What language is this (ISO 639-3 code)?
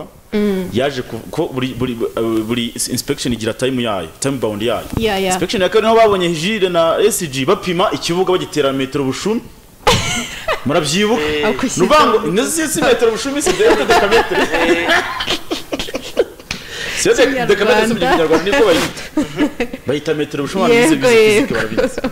kin